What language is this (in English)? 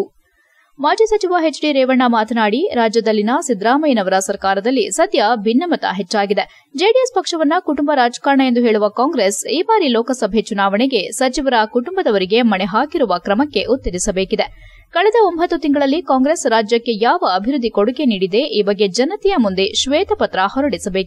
Kannada